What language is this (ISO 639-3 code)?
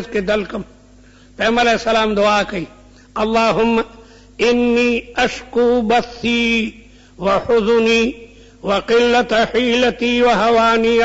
pus